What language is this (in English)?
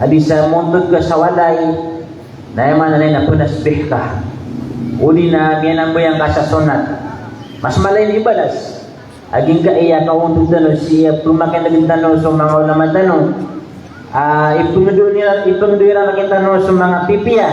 Maranao